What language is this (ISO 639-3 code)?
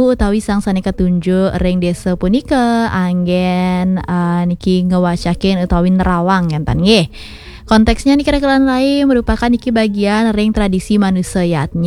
ban